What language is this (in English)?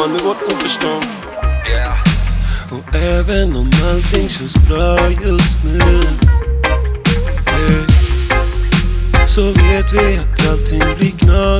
Swedish